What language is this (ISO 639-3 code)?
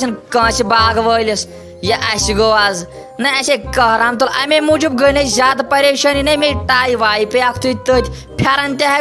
kas